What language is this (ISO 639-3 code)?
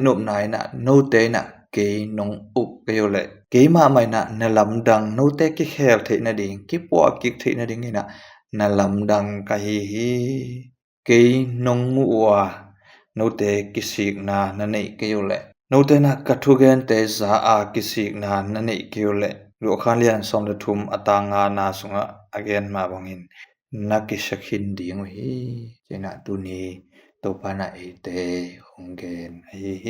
ctd